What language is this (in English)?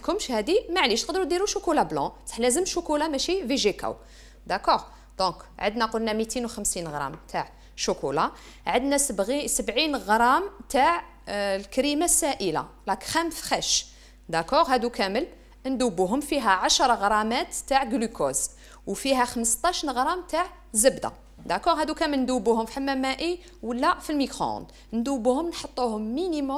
Algerian Arabic